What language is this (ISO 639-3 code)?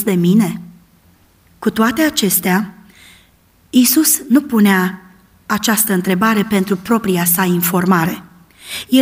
ron